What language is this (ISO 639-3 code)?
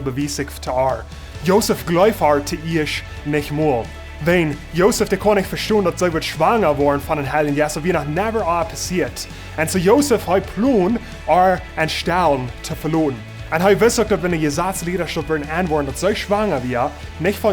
pdt